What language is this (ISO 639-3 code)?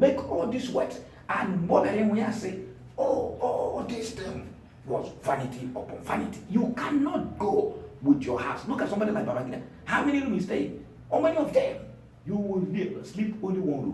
ibo